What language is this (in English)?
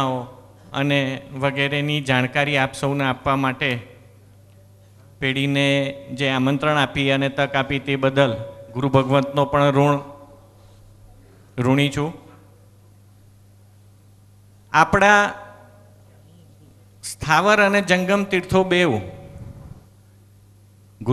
Gujarati